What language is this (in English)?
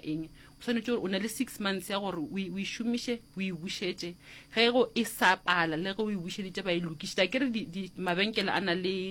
Northern Sotho